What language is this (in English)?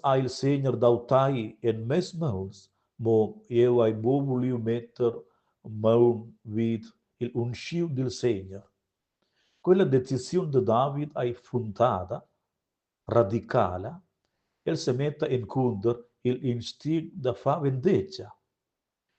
Romansh